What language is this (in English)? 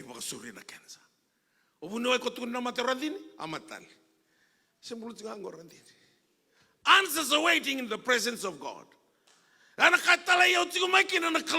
Fijian